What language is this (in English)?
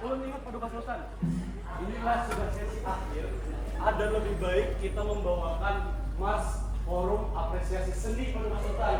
Banjar